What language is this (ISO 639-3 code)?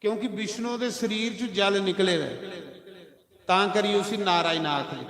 doi